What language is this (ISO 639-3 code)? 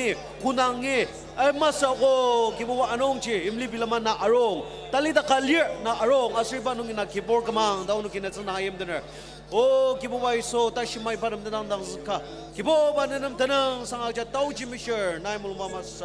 njo